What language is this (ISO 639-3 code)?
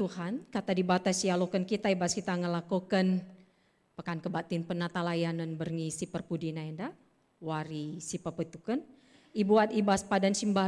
btx